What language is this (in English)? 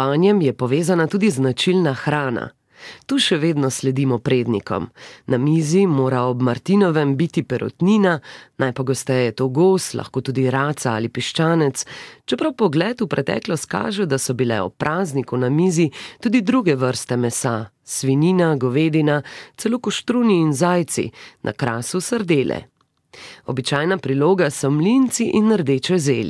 Slovenian